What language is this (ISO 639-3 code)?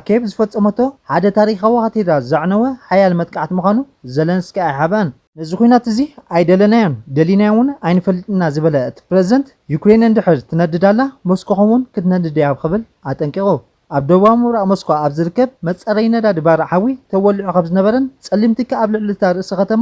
tir